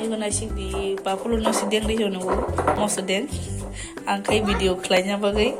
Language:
Kok Borok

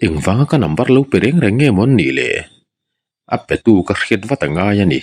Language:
Mizo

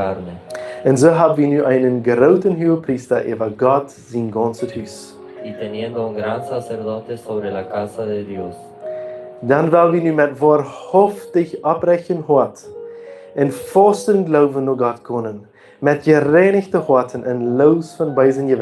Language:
Plautdietsch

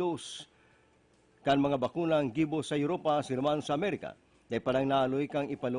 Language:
Bikol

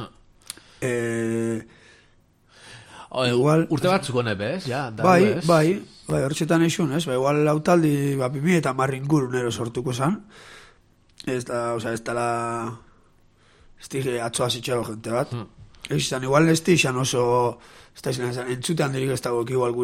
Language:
Basque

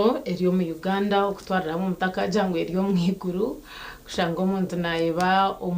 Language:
Nyankole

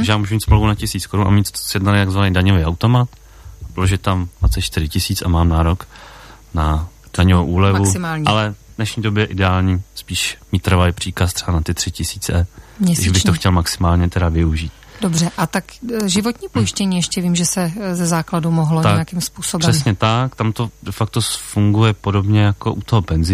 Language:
Czech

